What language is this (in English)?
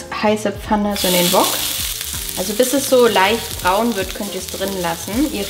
German